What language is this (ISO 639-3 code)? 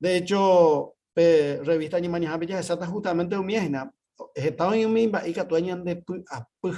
grn